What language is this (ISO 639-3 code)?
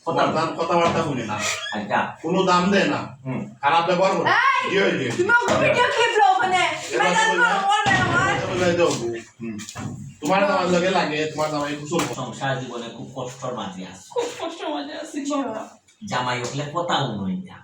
syl